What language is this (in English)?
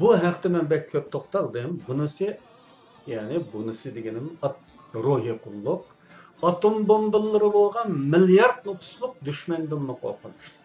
Uyghur